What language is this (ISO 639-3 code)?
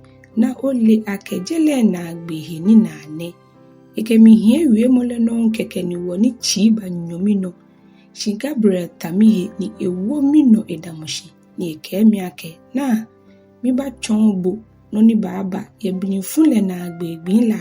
gaa